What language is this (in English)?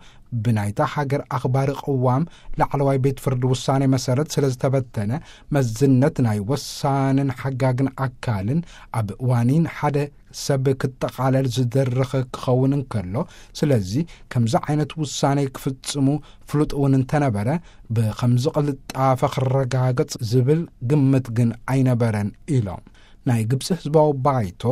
Tigrinya